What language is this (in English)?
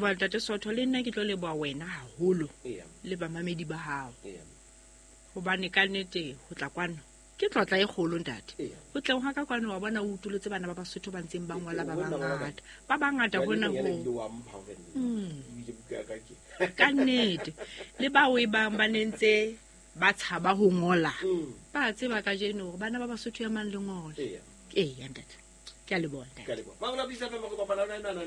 Southern Sotho